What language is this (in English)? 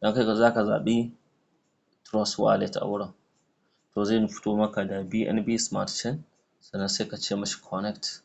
Hausa